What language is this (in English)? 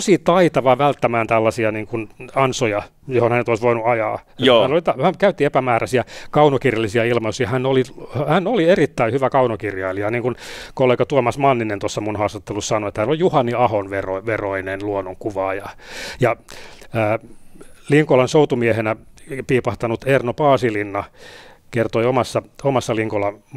Finnish